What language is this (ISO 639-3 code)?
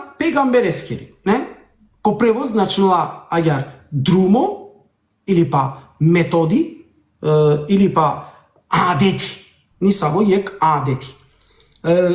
rmn